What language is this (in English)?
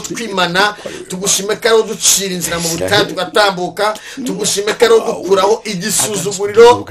Kinyarwanda